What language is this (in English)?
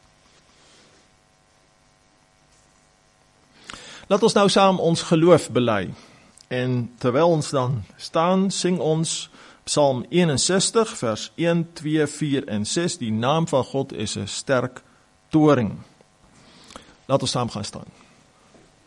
Afrikaans